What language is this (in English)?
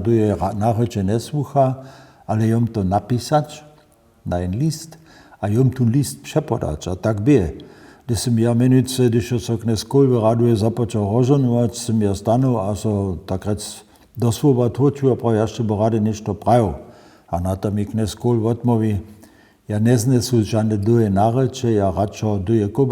Upper Sorbian